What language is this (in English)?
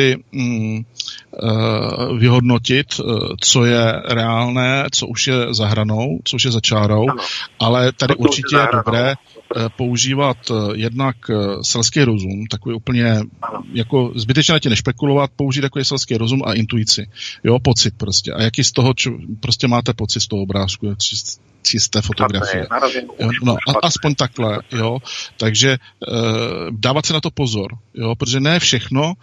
Czech